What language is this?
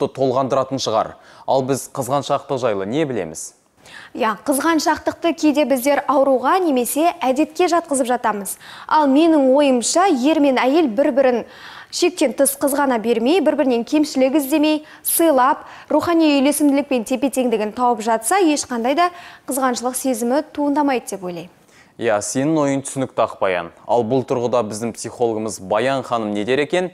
Kazakh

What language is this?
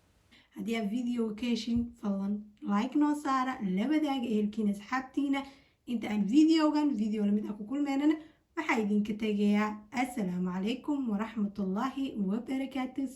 Somali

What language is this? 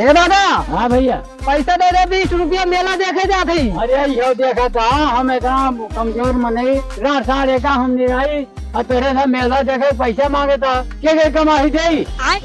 Awadhi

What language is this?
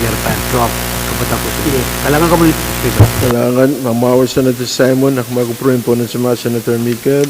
Pohnpeian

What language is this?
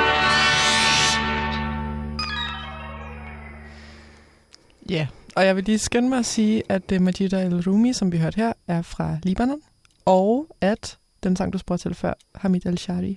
Danish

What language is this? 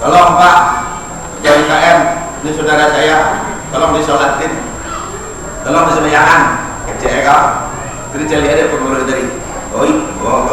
Minangkabau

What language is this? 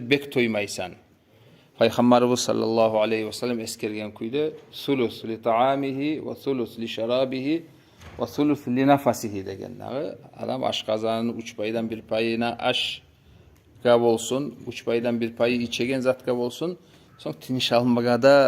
Kumyk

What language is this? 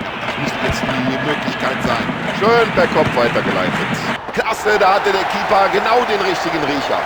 Bavarian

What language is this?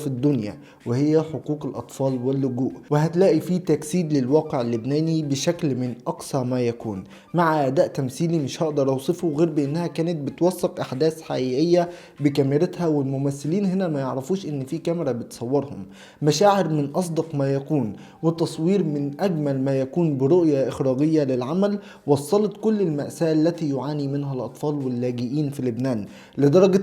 Egyptian Arabic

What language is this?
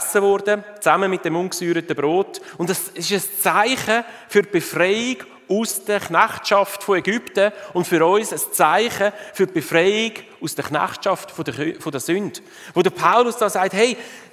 Swiss German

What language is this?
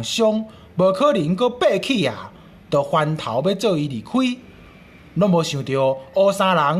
Min Nan Chinese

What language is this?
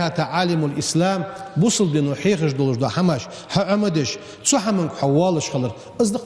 Ingush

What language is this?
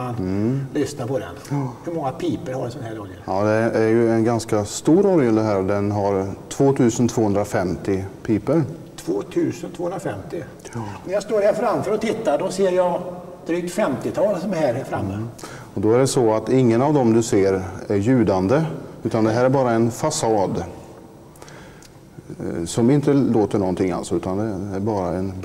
Swedish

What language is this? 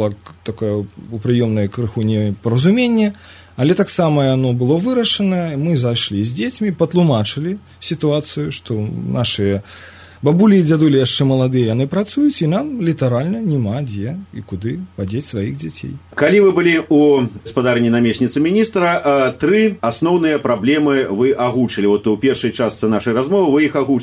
Belarusian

